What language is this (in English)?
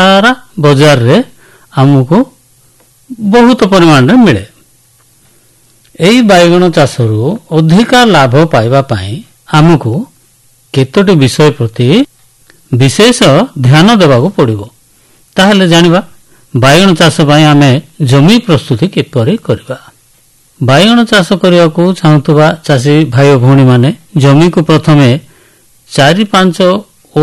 Odia